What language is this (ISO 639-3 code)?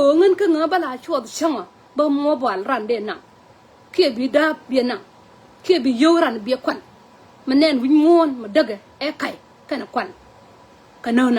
nus